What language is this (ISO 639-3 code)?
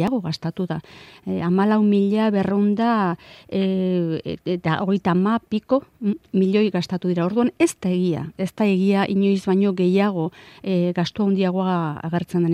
eus